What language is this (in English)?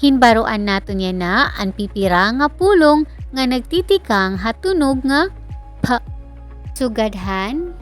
Waray